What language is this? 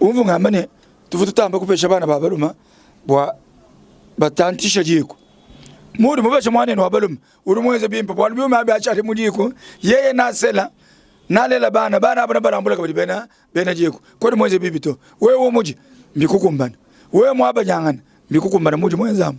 Luba-Lulua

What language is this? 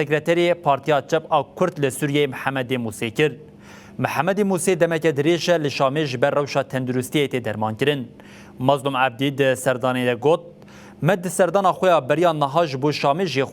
Kurdish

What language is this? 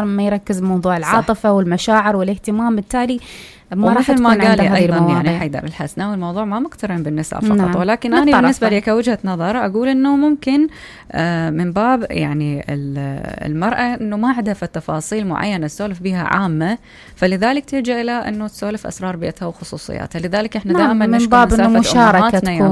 Mesopotamian Arabic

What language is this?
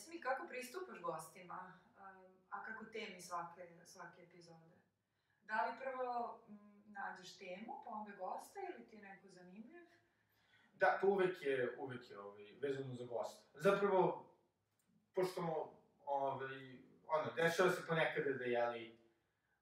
Serbian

